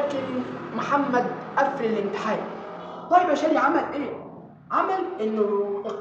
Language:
Egyptian Arabic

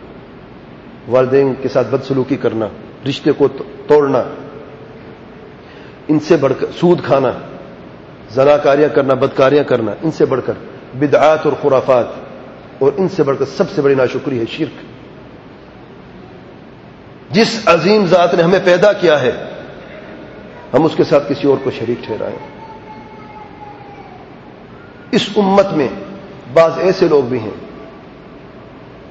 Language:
Urdu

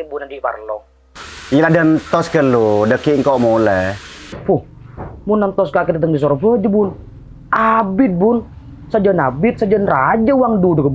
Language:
Madurese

